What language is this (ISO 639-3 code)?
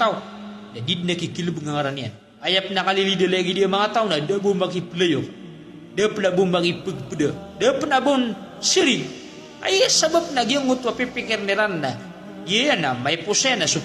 mrw